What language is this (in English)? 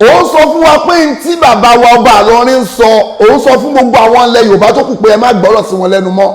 Yoruba